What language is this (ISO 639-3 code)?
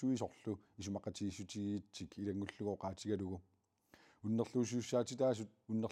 kal